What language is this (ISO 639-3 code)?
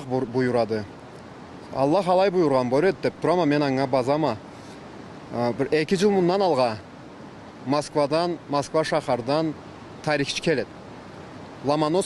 krc